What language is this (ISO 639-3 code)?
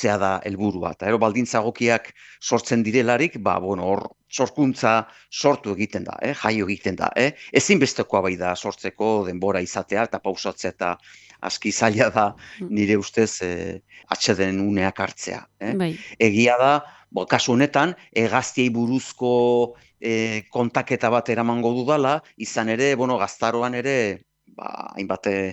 eus